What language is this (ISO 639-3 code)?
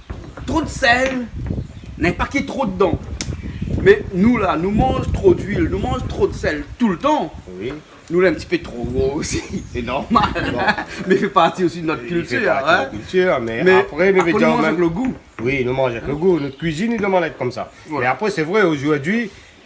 rcf